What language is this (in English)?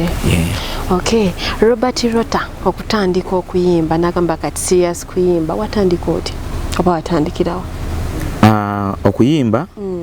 Ganda